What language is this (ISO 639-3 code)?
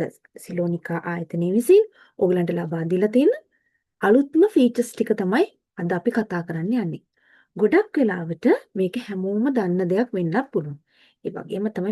sin